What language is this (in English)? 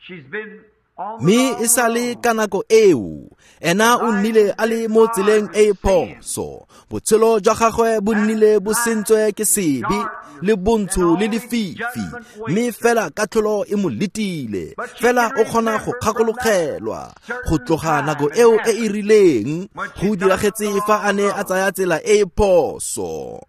Tswana